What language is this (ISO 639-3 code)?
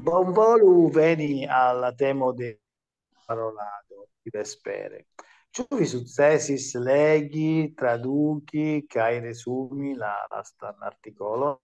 epo